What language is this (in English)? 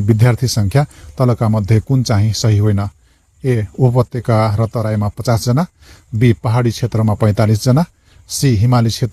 Nepali